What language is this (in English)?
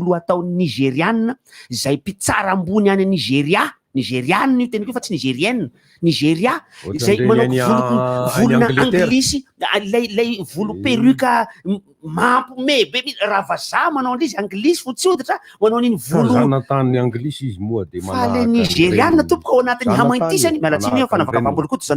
Malagasy